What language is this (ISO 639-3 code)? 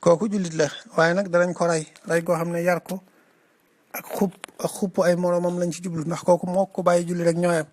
wol